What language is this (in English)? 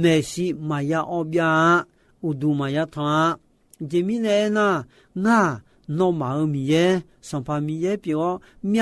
Akha